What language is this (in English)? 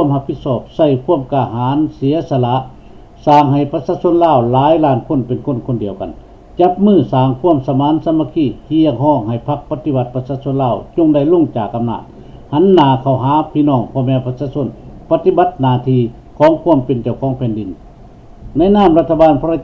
Lao